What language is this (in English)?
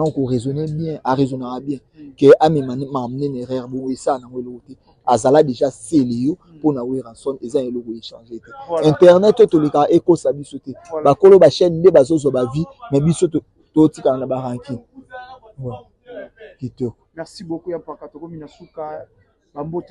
Lingala